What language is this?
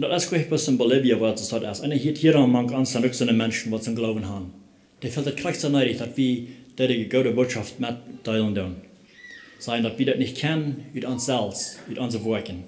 Plautdietsch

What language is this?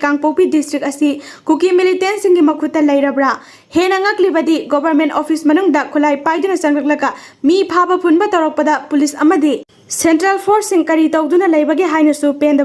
Manipuri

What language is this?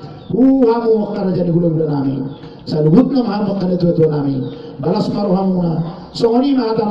Batak Toba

